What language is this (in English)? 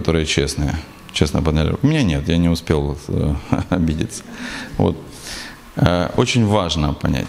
Russian